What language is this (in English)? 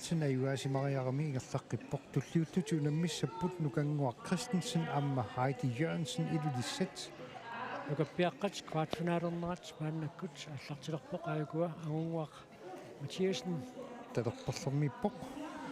Kalaallisut